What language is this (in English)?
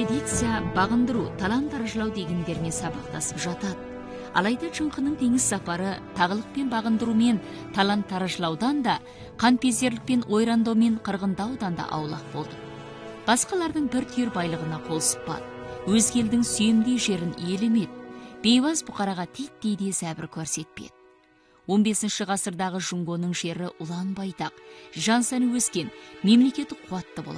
Kazakh